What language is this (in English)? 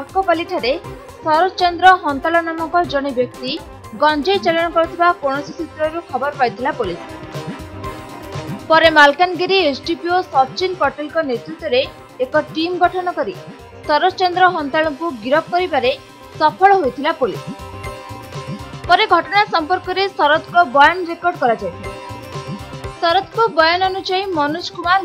Odia